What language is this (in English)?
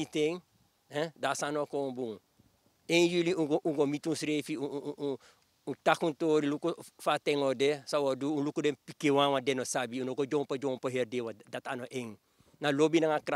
Sranan Tongo